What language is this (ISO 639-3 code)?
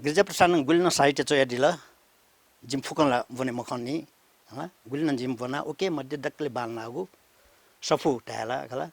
new